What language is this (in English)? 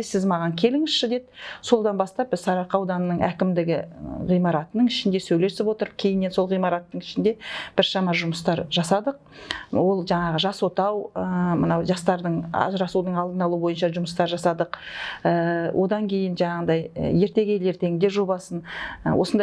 Kazakh